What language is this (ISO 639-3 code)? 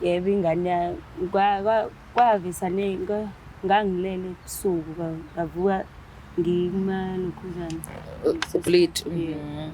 zul